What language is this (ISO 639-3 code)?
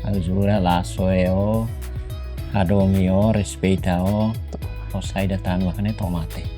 tet